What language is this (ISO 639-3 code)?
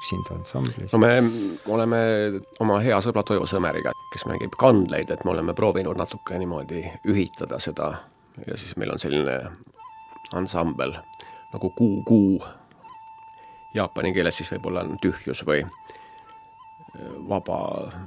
est